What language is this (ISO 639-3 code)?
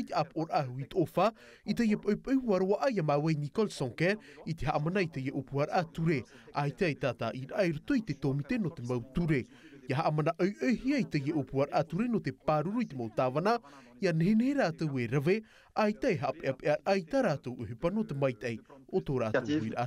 tah